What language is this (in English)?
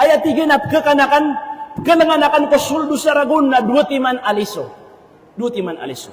Maranao